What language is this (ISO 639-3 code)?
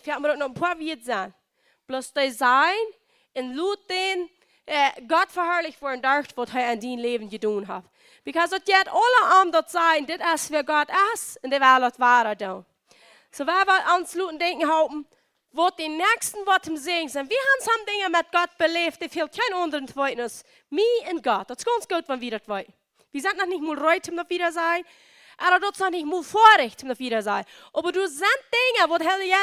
pdt